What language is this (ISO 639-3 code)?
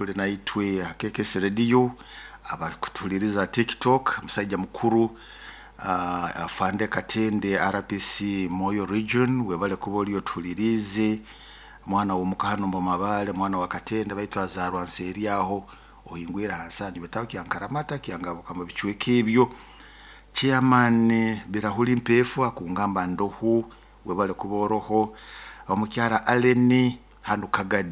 nyo